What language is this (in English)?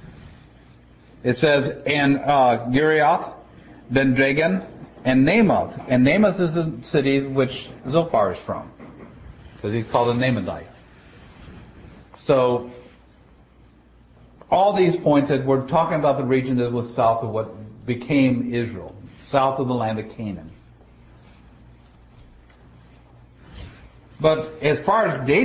English